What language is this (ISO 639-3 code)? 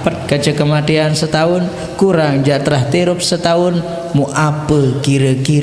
sas